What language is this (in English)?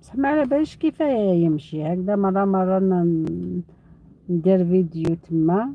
Algerian Arabic